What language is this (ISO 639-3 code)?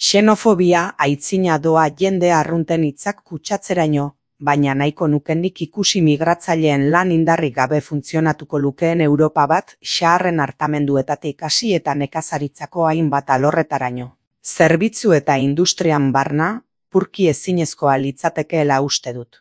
eus